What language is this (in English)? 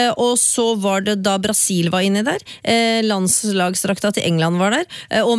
Norwegian